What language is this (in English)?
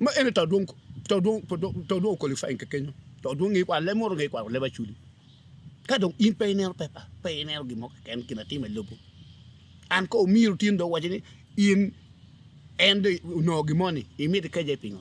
Acoli